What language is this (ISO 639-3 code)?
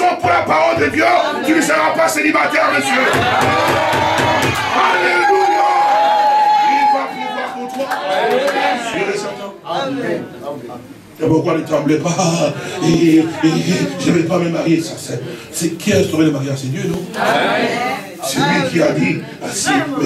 fra